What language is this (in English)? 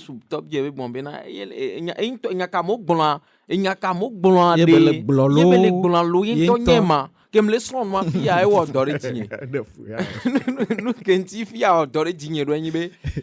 Ewe